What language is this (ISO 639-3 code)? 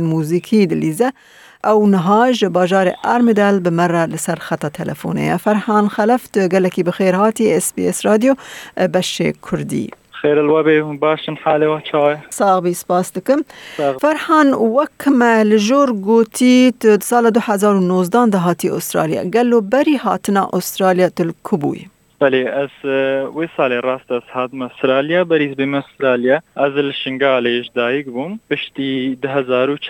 kur